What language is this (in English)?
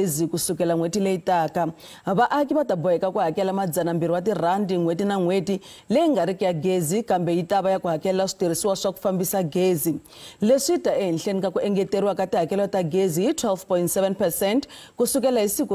Tsonga